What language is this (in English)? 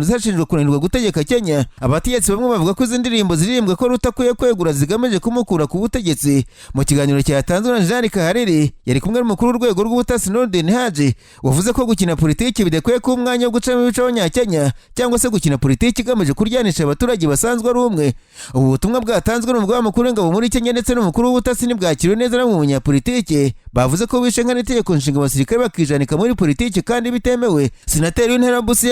Kinyarwanda